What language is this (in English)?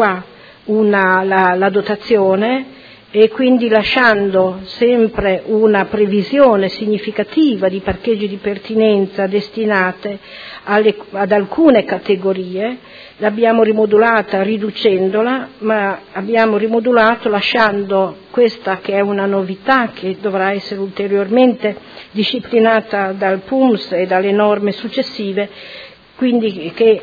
Italian